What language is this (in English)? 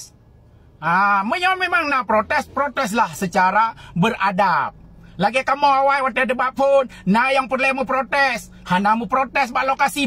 Achinese